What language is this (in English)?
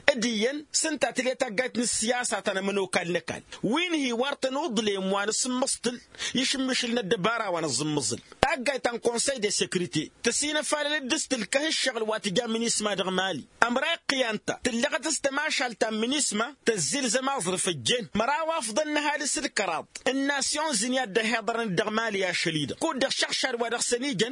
Tamasheq